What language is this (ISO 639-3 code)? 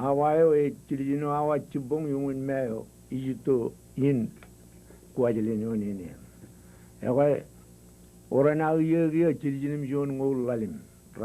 mah